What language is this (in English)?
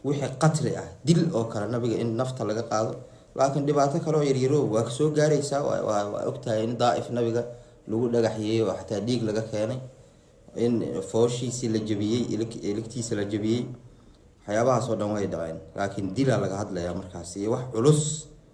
Somali